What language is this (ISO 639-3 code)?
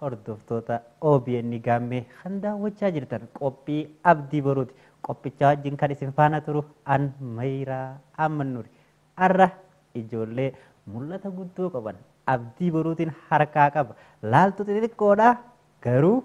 orm